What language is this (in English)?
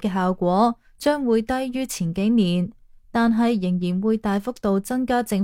Cantonese